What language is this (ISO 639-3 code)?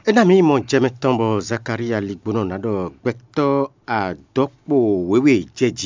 fon